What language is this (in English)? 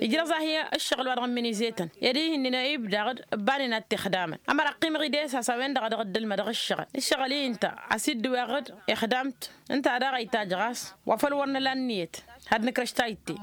Tamasheq